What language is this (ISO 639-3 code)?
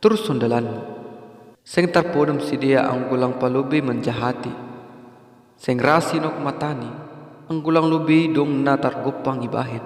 bts